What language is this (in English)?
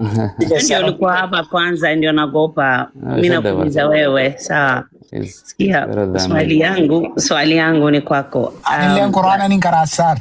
Oromo